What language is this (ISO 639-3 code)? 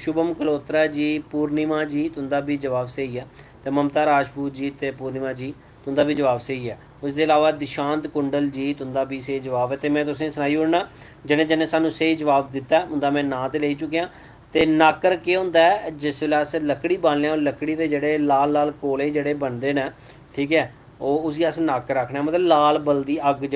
doi